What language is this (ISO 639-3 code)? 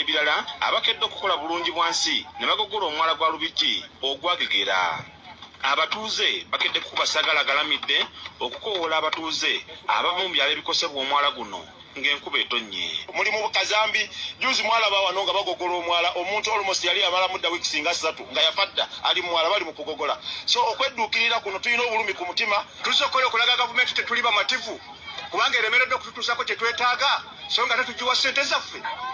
lug